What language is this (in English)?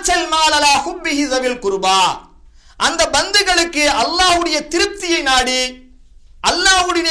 Tamil